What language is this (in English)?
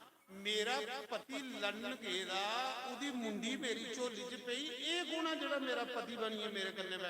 Dogri